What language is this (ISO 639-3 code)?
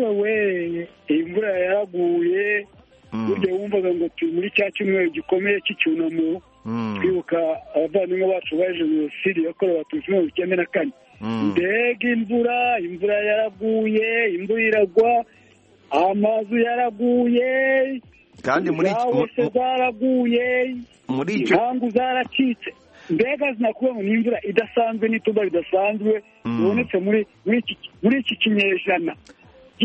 kin